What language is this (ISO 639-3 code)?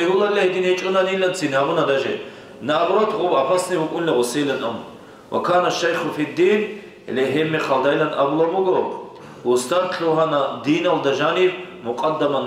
ava